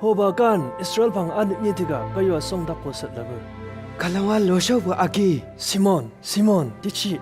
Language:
Chang Naga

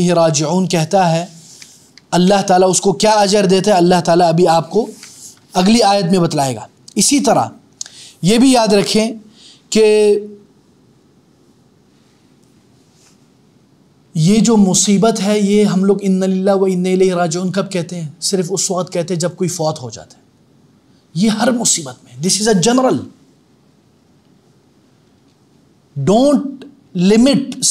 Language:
Urdu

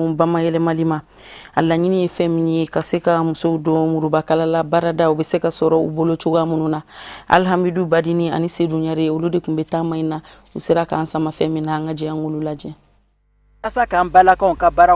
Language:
Bambara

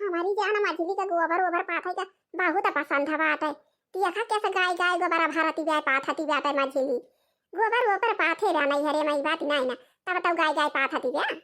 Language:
Awadhi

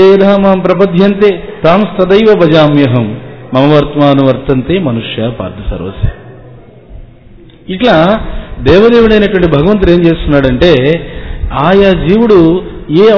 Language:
Telugu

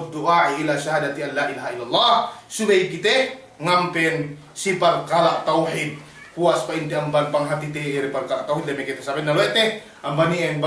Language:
Yakan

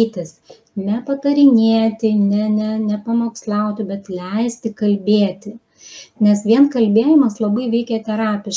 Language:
Lithuanian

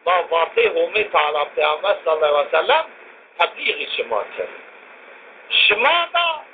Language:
Zaza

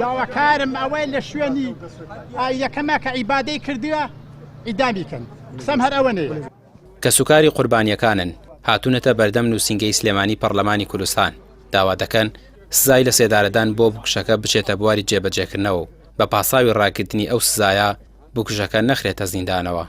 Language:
Central Kurdish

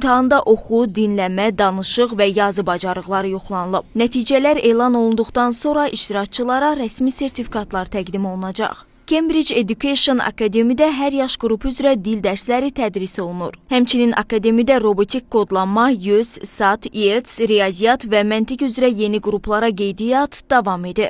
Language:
Azerbaijani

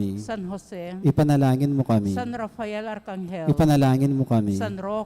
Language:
Pampanga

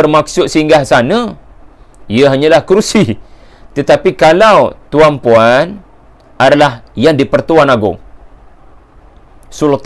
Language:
Malay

